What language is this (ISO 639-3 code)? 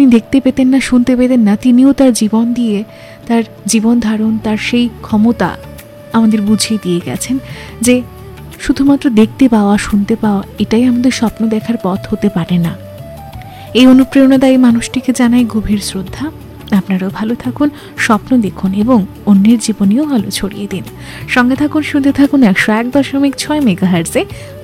ben